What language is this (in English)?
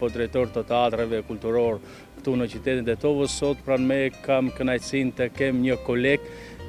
Albanian